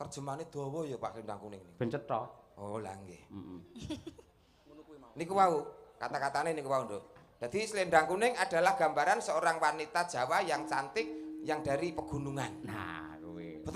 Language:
Javanese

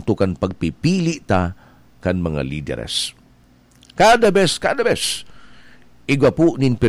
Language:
Bikol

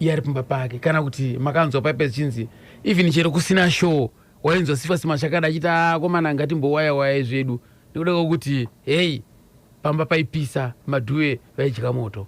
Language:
Shona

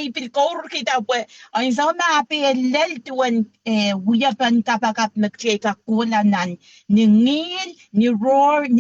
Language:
Pohnpeian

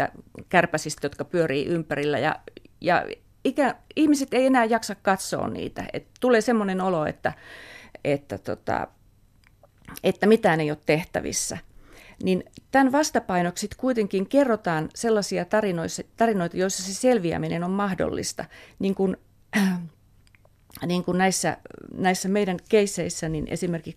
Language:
Finnish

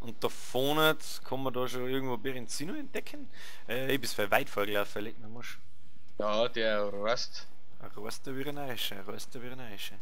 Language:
Bavarian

